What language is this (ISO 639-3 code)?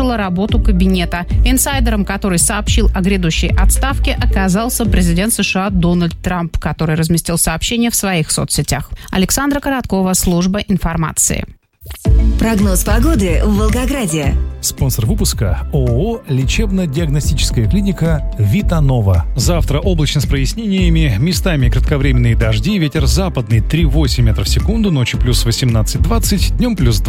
rus